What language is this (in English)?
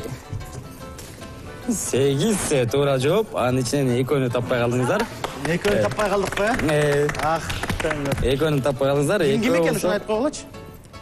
Kyrgyz